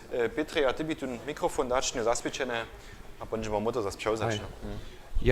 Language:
Upper Sorbian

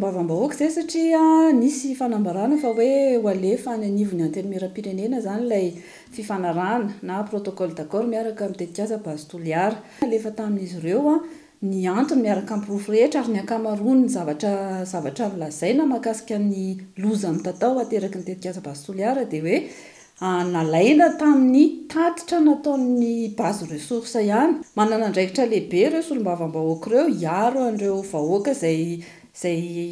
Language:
Malagasy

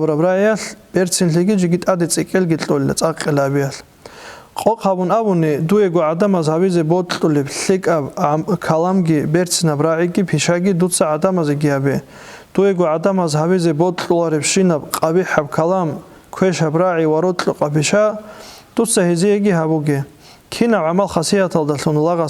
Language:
Avaric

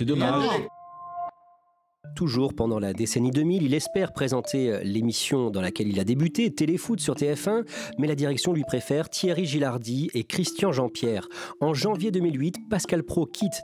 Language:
French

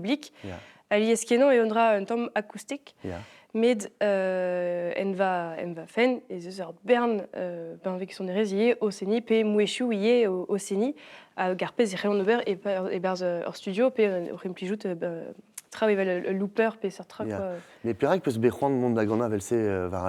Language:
Breton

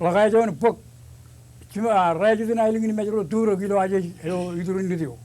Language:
Marshallese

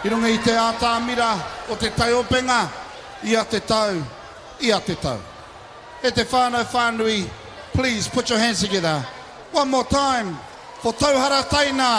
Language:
Māori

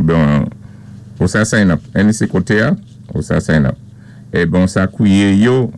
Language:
Saint Lucian Creole French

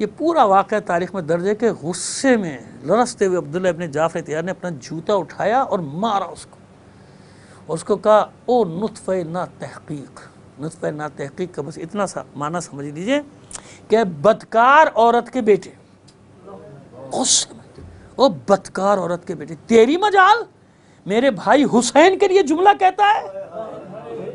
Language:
Urdu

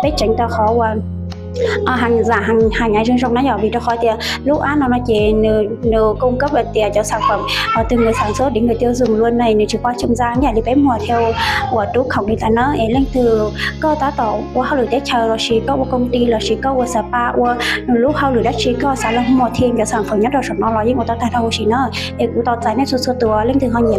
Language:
Hmong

